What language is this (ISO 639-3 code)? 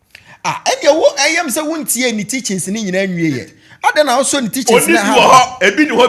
aka